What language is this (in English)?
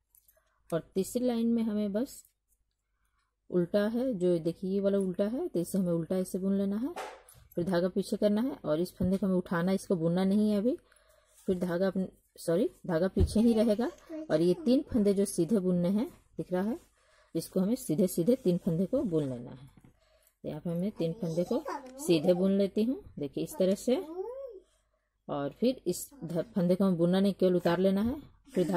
Hindi